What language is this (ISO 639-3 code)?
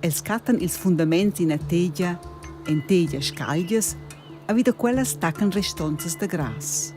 roh